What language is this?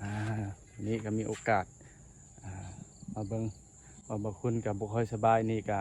Lao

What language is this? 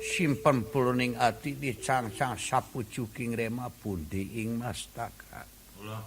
Sundanese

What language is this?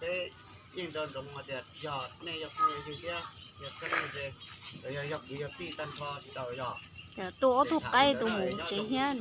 Hmong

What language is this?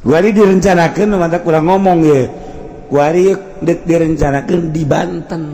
Sundanese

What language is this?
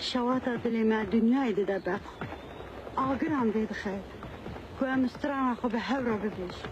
Kurdish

